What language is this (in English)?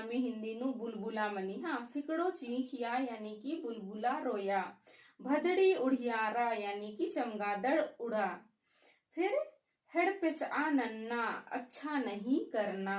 Kurukh